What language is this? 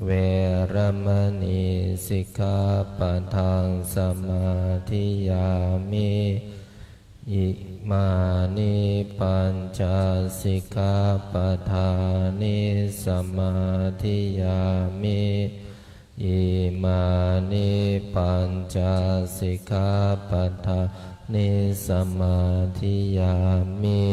Pali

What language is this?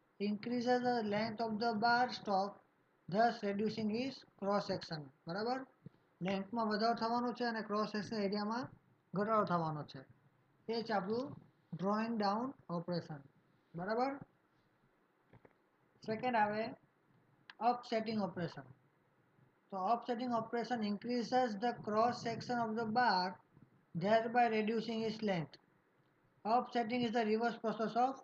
Gujarati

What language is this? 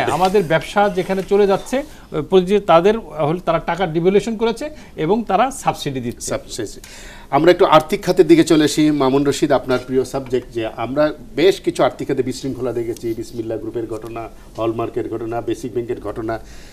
Bangla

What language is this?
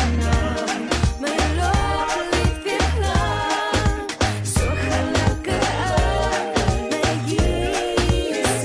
Afrikaans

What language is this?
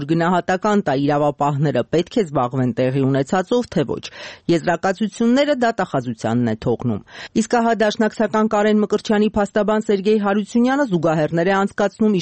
Armenian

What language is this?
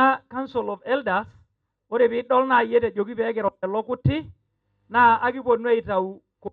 Masai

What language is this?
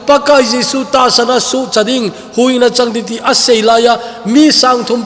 Thado Chin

